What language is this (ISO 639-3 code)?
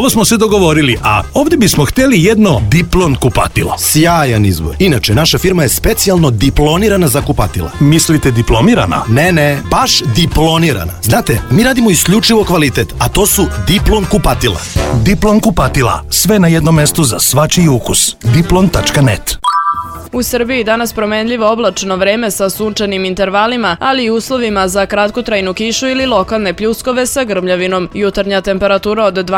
srp